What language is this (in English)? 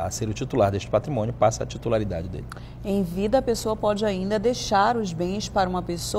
Portuguese